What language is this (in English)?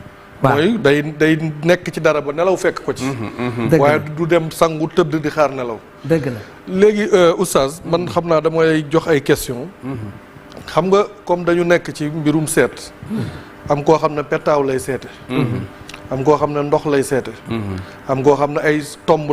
Wolof